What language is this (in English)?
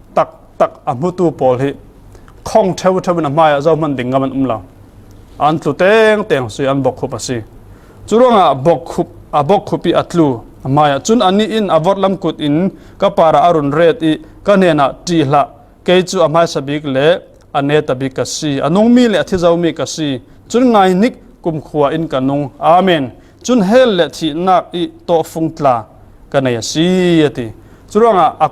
Falam Chin